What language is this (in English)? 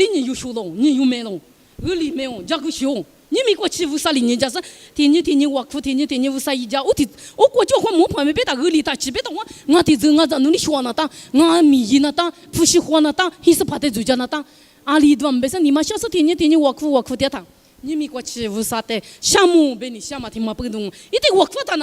Lisu